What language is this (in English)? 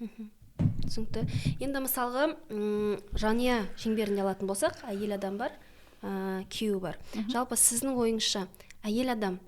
Kazakh